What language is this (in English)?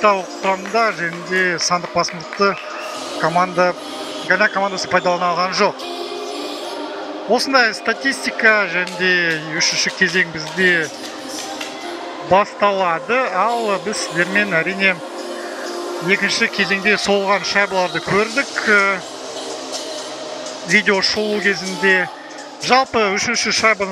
Kazakh